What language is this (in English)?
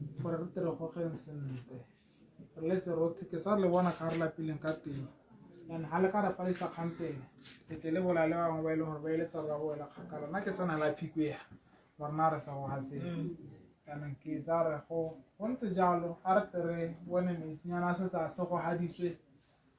Tswana